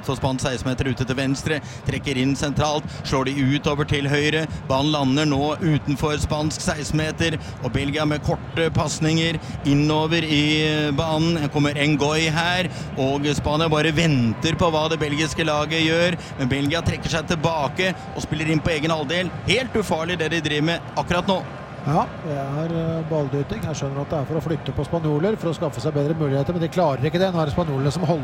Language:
Norwegian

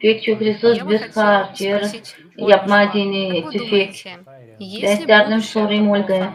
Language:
Gagauz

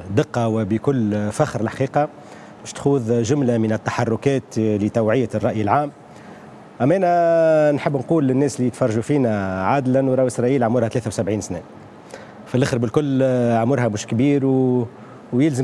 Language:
Tunisian Arabic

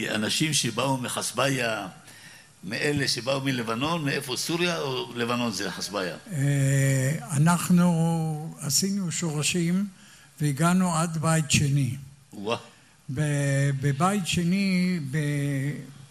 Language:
Hebrew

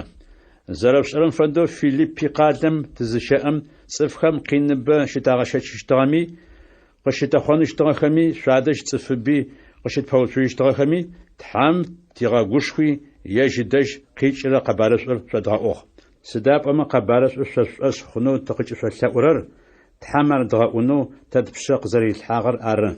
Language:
Adyghe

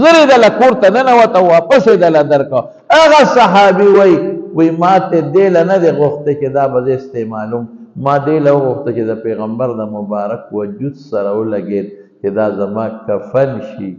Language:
Pashto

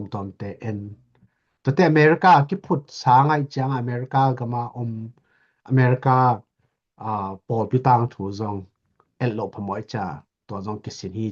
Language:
Tedim Chin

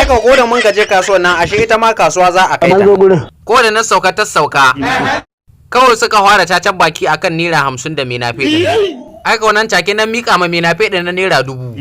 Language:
Hausa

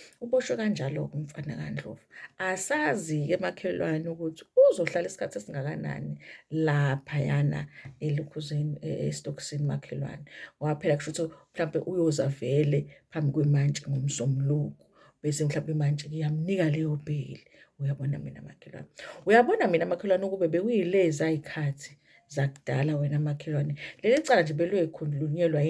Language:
Zulu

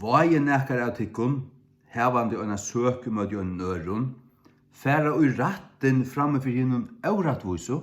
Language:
Faroese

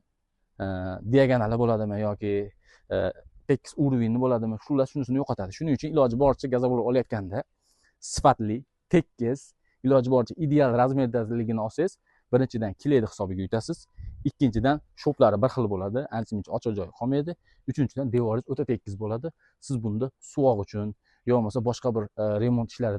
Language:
Uzbek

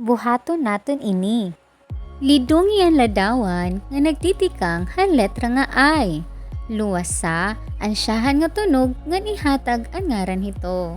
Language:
Waray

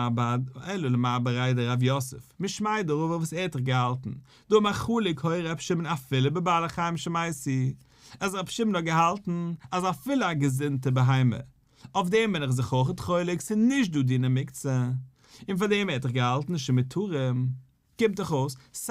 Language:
Yiddish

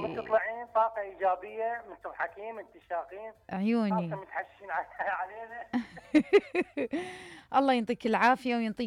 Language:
Mesopotamian Arabic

